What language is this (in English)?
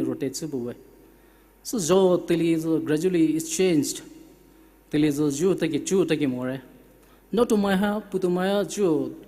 Poumei Naga